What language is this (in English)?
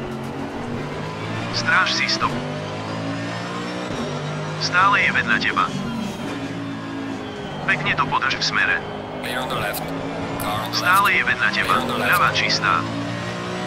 Slovak